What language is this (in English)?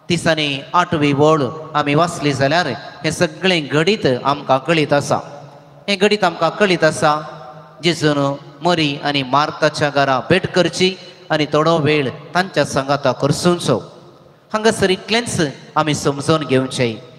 Konkani